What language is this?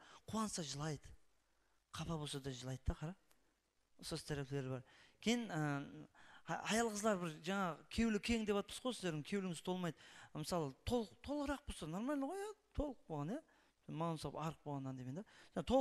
Kara-Kalpak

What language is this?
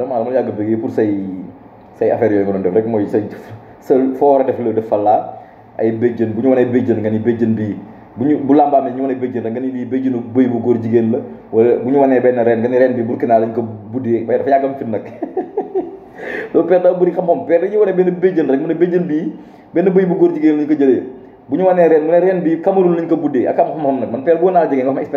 Wolof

